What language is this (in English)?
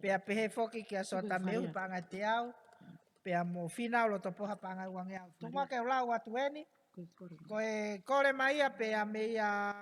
Tongan